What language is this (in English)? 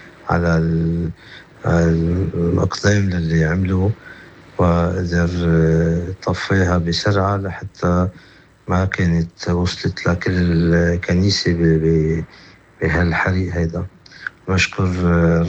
North Levantine Arabic